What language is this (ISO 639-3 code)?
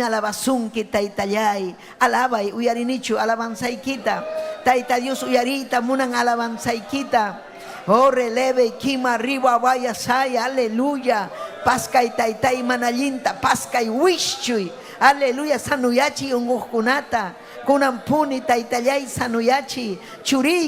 quy